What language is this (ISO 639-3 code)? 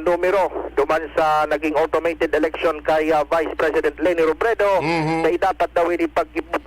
bik